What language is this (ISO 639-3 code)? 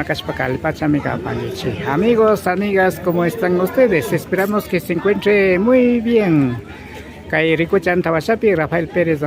qvi